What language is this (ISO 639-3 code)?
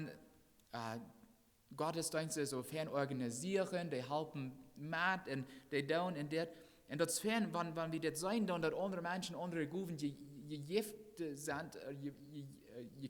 pdt